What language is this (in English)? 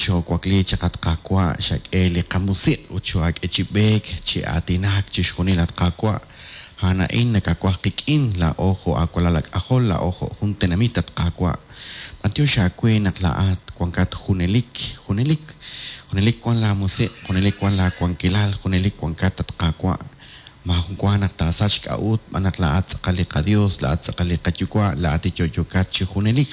Kekchí